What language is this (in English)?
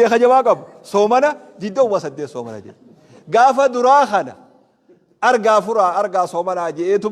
Oromo